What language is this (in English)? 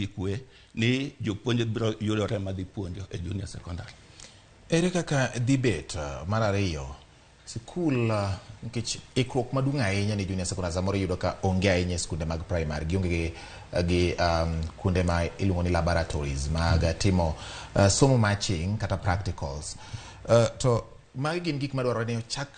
Luo (Kenya and Tanzania)